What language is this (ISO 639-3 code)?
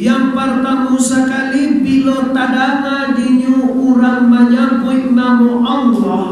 min